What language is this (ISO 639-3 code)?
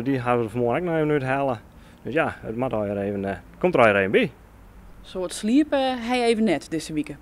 fry